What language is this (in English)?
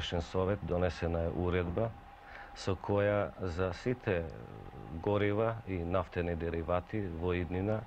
Macedonian